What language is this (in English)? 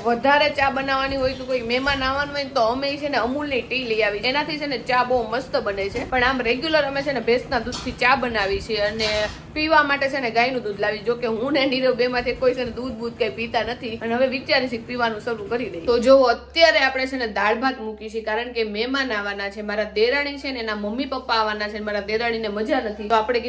Gujarati